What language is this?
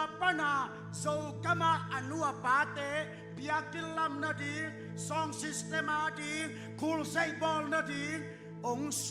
Tedim Chin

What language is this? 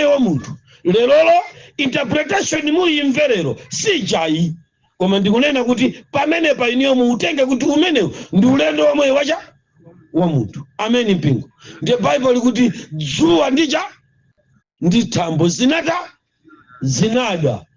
Nyanja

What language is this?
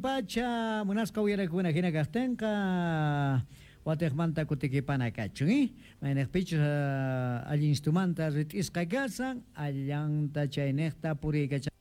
Quechua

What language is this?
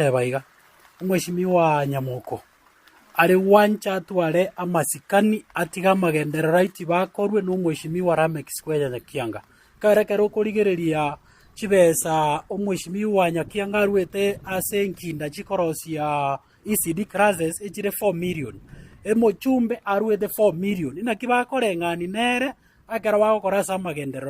Gusii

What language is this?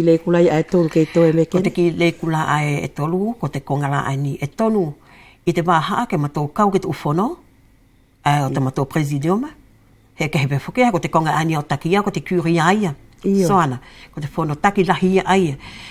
Wallisian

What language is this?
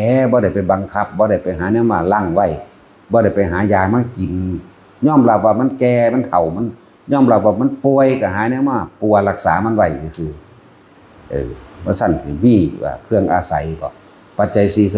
Northeastern Thai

